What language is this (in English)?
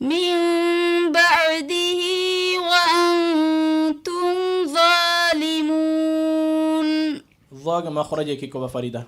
Divehi